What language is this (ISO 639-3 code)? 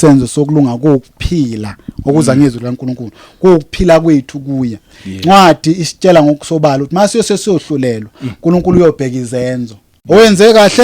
zul